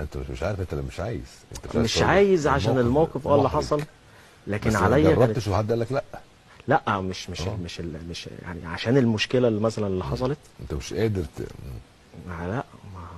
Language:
Egyptian Arabic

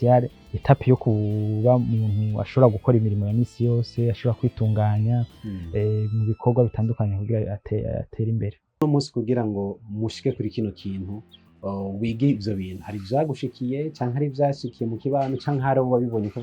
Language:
Rundi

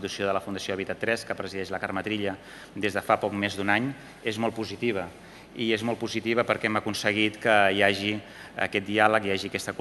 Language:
Catalan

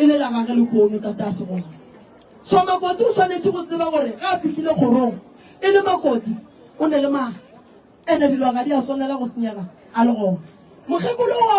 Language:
Northern Sotho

